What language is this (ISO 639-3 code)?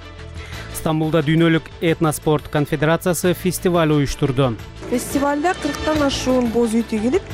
kir